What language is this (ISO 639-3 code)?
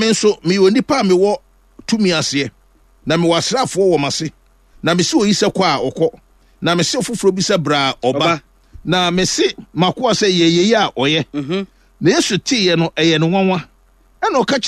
aka